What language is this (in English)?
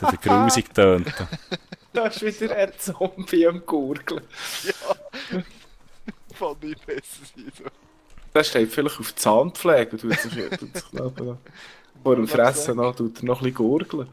Swiss German